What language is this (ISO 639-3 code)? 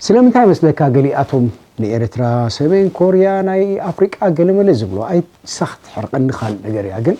tir